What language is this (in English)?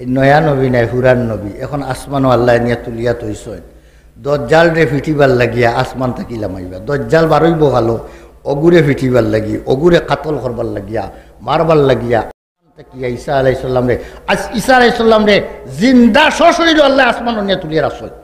Sylheti